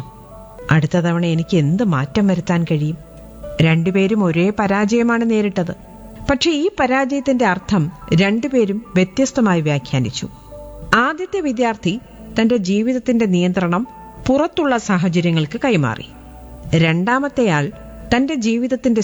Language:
Malayalam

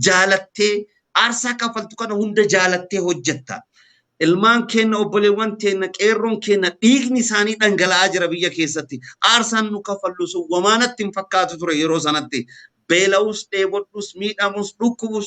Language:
Oromo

